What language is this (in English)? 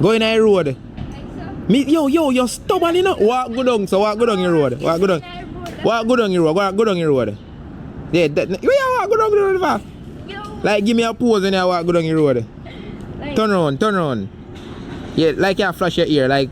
Jamaican Creole English